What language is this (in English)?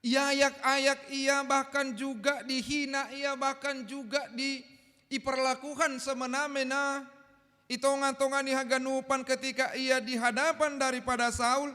Batak Simalungun